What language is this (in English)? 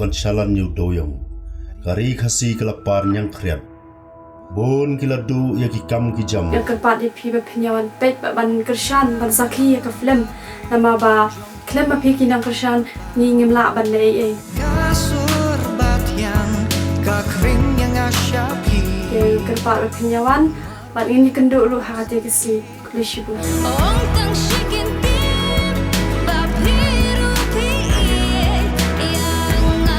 Khasi